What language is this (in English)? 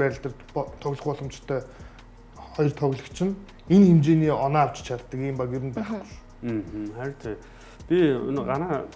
Mongolian